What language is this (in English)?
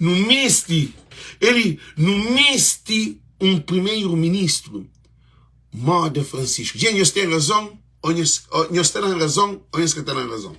Kabuverdianu